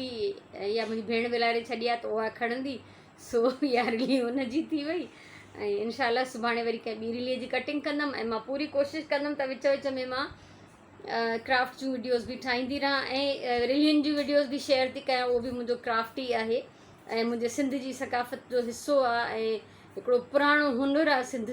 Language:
Sindhi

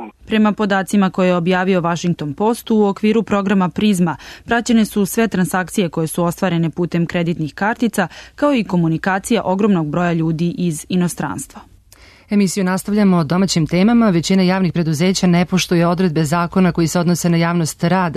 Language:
Serbian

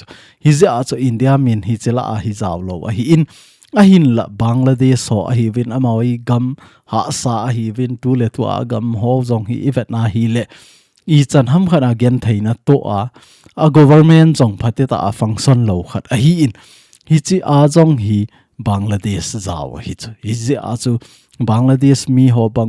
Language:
Thado Chin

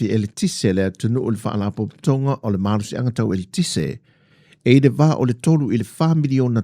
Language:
Samoan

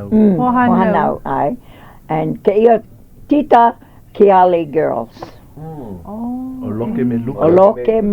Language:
Hawaiian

